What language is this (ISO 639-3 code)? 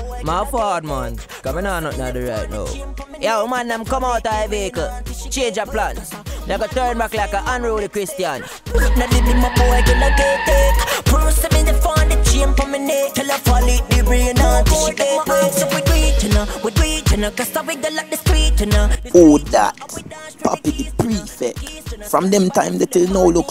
jam